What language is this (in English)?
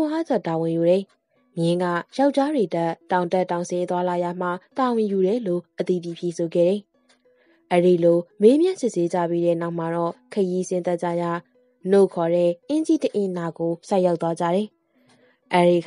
Burmese